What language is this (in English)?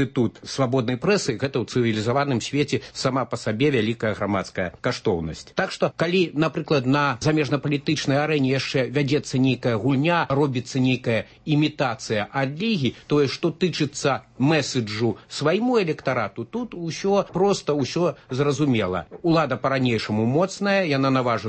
Belarusian